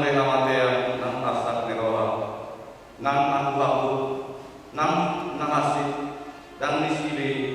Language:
Batak Toba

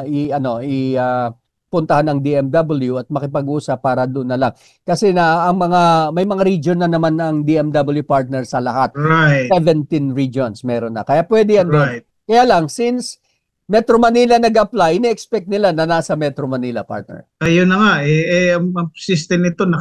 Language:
Filipino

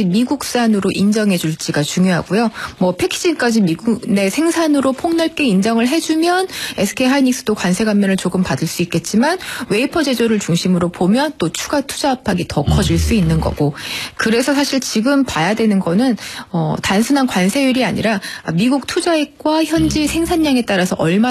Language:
Korean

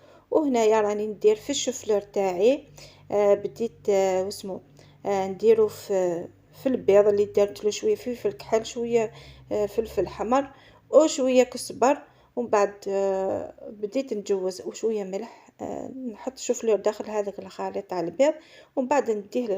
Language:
Algerian Arabic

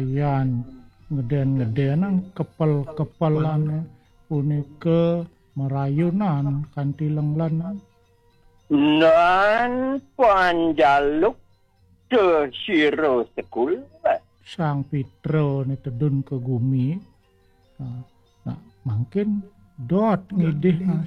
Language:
Balinese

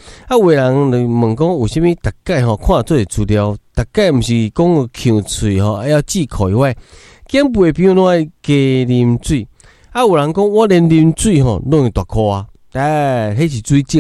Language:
Min Nan Chinese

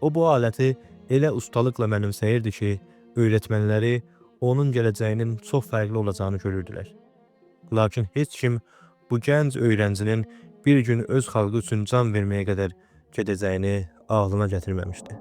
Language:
Azerbaijani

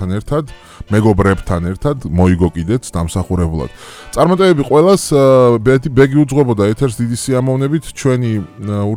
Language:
Georgian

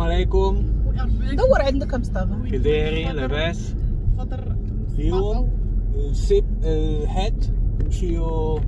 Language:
Moroccan Arabic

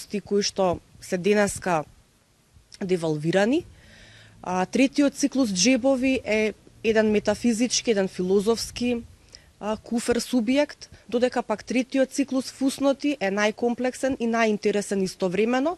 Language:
Macedonian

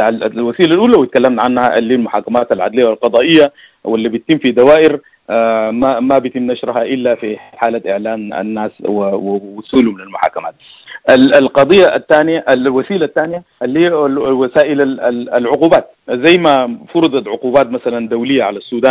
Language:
Sudanese Arabic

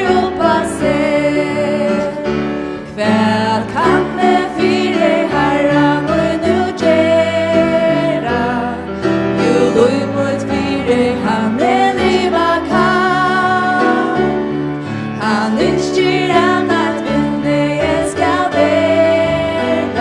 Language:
Faroese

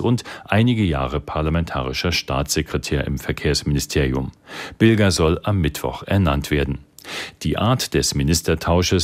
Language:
German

